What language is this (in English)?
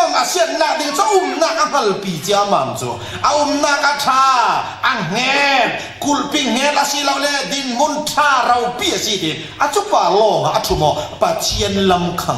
Falam Chin